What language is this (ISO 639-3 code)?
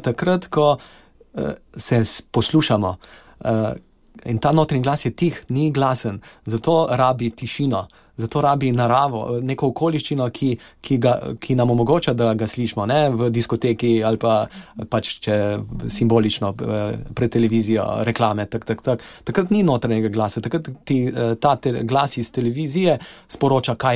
slv